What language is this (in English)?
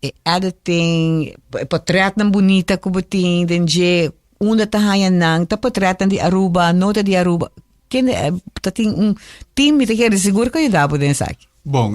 Papiamento